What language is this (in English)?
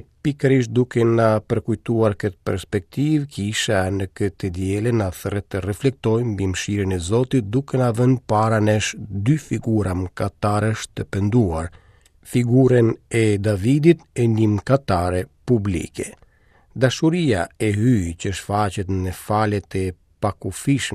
Albanian